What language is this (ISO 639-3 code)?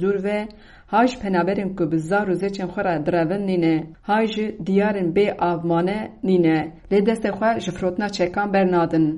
kur